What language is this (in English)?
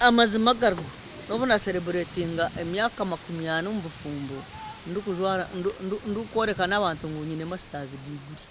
Nyankole